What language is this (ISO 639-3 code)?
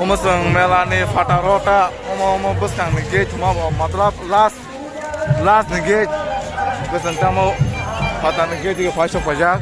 trp